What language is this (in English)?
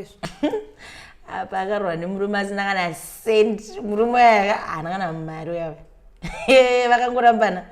Shona